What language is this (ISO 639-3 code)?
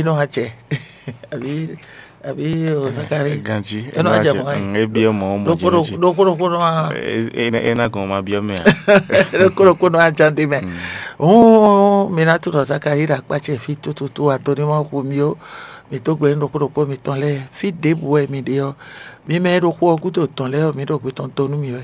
fon